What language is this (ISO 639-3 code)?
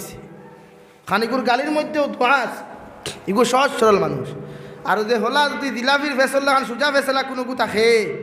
syl